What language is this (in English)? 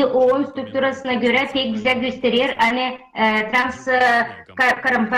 Gagauz